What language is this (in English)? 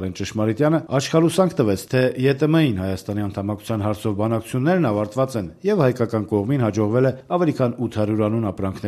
Armenian